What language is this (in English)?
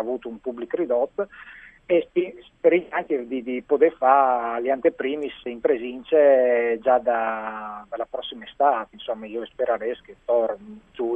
Friulian